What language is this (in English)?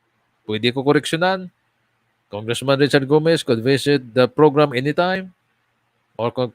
Cebuano